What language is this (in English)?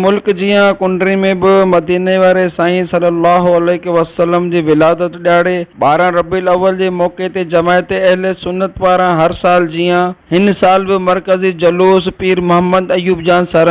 Sindhi